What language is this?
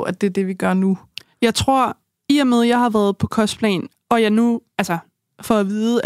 Danish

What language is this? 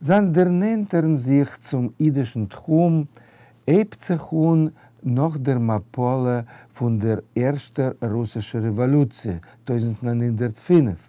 Yiddish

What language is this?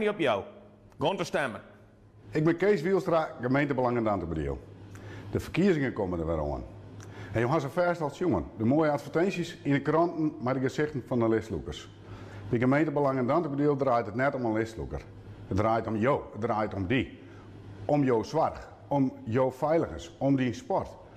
Western Frisian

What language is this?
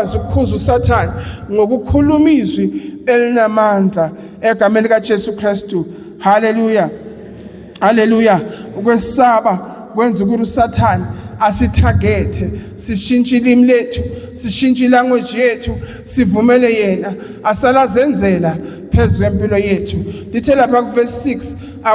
Zulu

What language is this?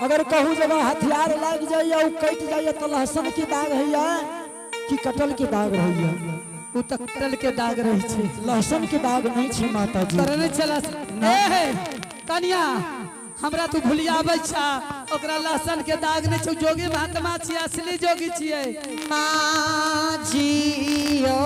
Angika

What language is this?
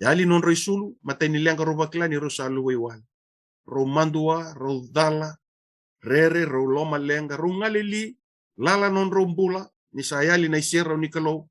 Fijian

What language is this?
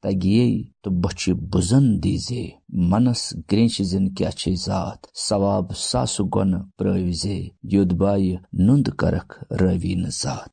Kashmiri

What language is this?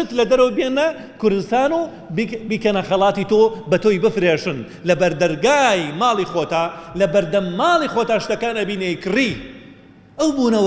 Central Kurdish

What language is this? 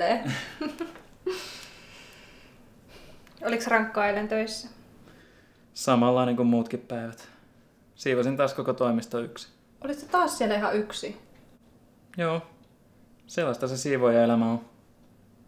Finnish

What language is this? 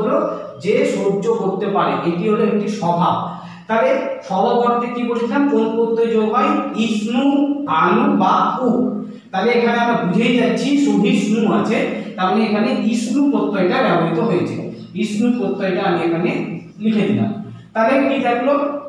Bangla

